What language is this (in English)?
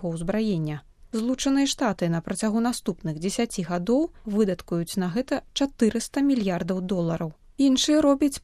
Belarusian